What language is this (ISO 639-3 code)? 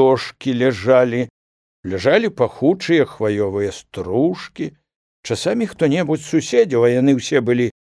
bel